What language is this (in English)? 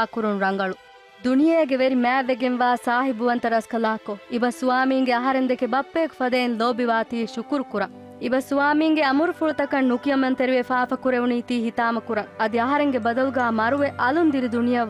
Divehi